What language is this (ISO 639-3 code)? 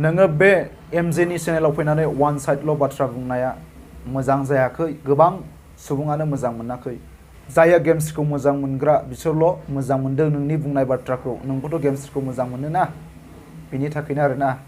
brx